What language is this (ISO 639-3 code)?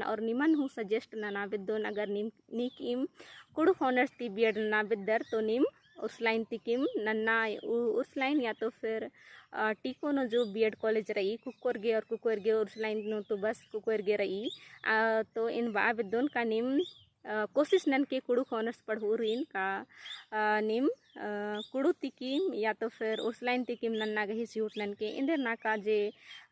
kru